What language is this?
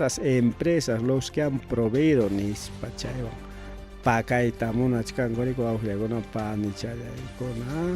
Ayacucho Quechua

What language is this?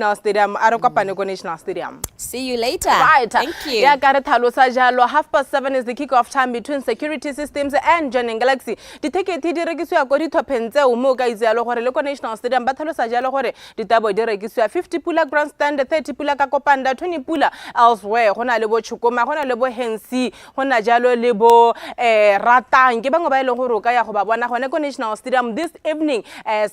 Tswana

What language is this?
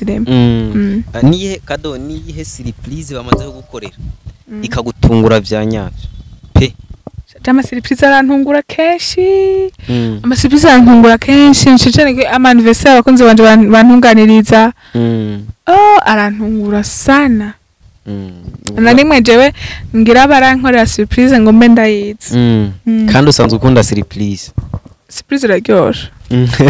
Rundi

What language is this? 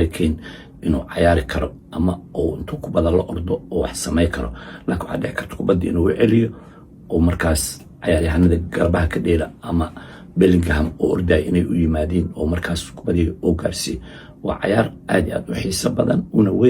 Somali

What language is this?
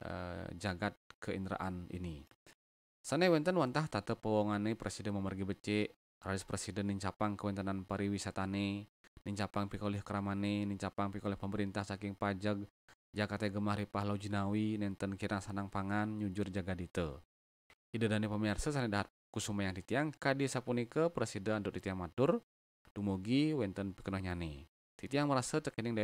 Balinese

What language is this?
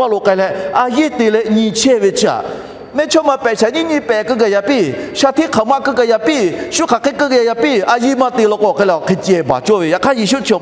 Lahu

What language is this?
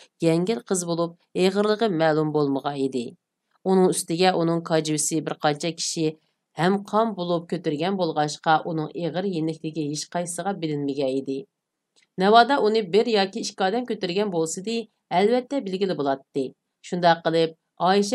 Uyghur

